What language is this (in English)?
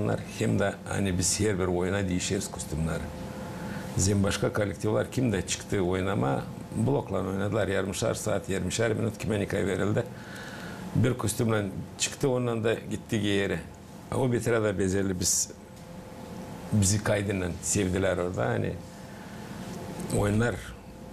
Gagauz